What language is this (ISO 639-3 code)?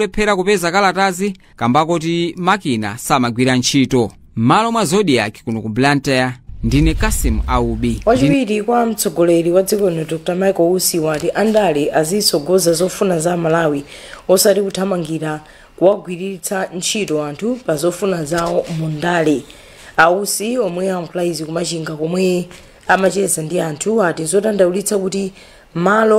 nya